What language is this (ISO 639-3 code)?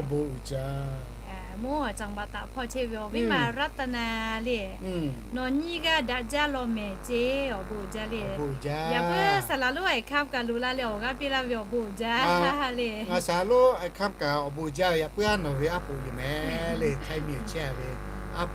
lhu